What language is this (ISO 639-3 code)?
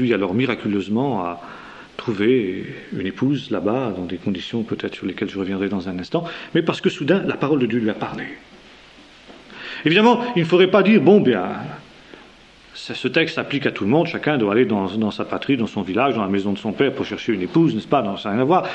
fra